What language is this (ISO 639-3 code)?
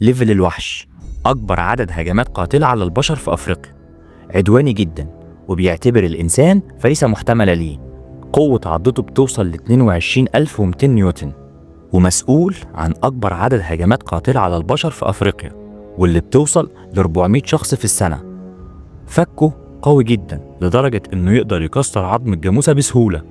arz